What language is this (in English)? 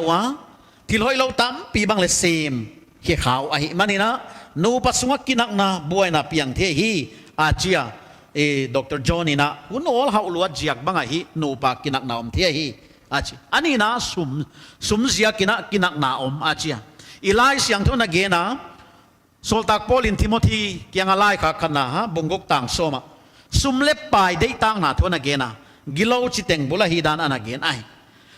Paite Chin